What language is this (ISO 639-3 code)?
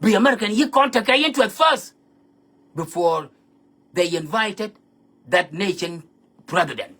nus